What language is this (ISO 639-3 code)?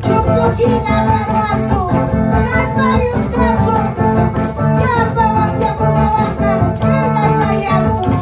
que